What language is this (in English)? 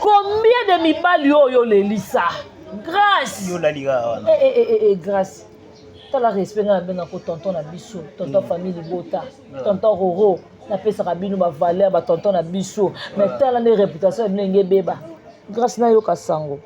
Lingala